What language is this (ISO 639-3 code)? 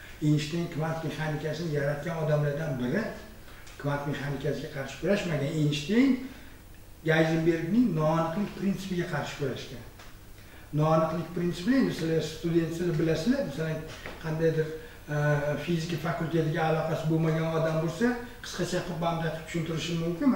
uzb